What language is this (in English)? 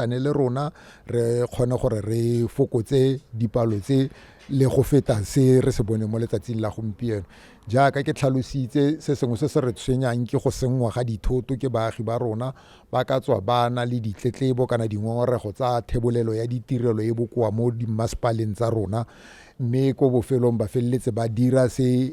Tswana